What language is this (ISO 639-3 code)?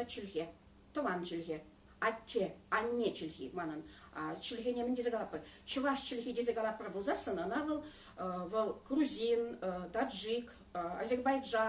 chv